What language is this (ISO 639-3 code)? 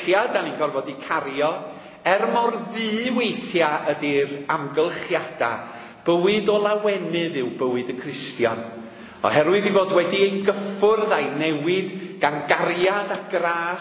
cym